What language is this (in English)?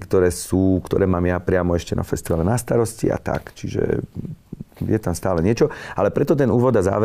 Slovak